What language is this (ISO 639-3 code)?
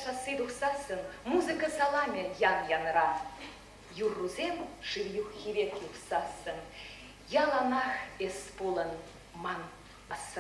chv